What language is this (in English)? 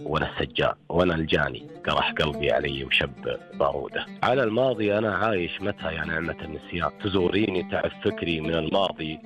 Najdi Arabic